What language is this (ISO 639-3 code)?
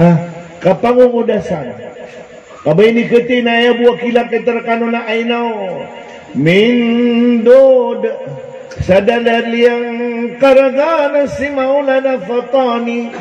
mrw